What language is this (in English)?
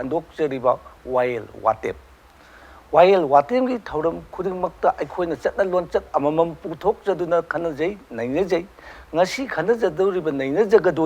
Manipuri